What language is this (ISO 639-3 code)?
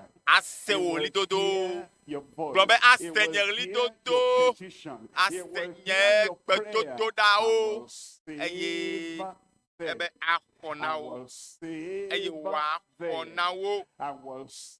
ewe